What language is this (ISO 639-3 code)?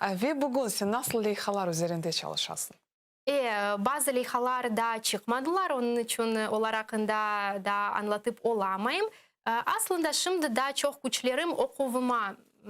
crh